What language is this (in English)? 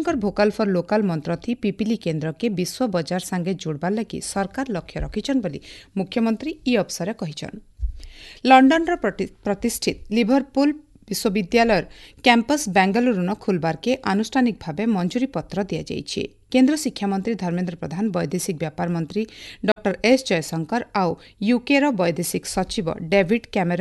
Odia